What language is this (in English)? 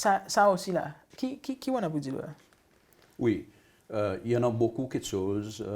Seselwa Creole French